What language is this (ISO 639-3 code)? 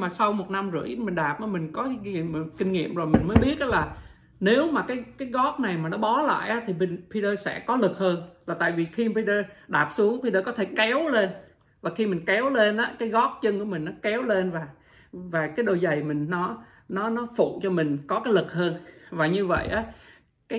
vie